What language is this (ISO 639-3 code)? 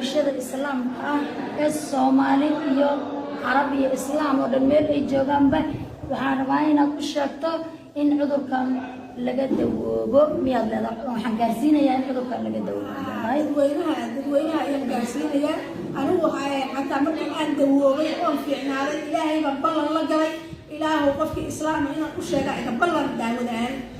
som